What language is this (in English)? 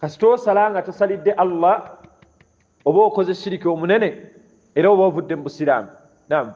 Ganda